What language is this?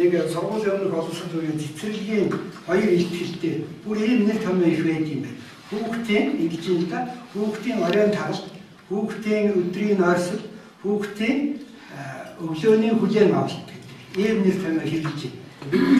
Mongolian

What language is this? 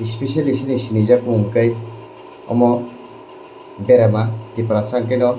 Kok Borok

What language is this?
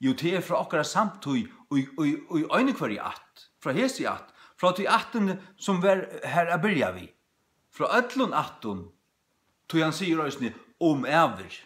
Faroese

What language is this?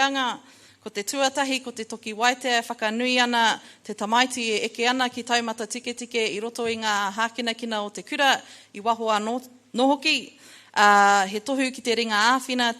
Māori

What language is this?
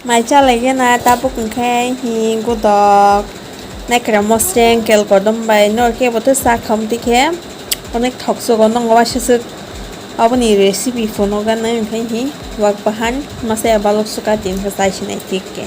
Kok Borok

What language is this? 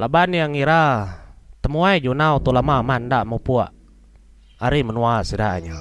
Iban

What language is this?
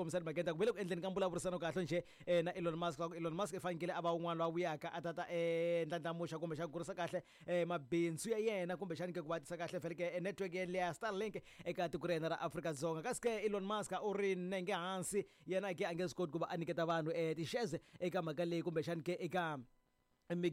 Tsonga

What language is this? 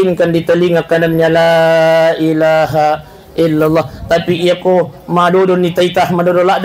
Buginese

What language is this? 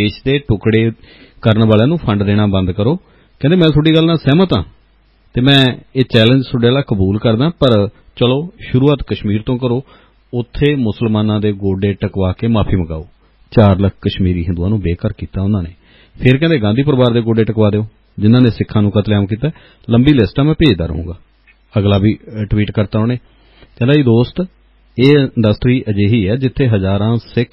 Punjabi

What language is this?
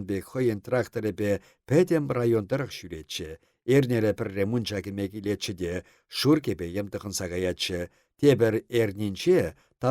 Chuvash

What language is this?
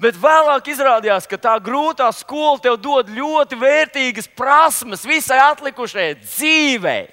Latvian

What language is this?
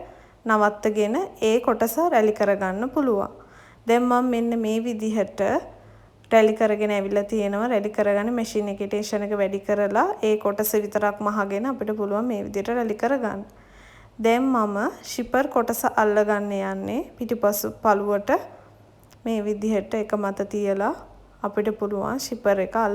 Sinhala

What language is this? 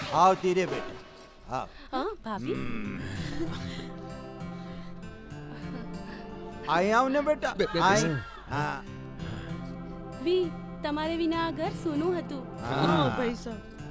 Gujarati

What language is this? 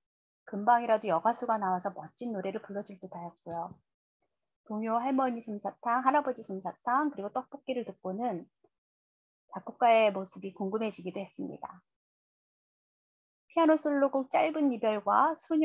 Korean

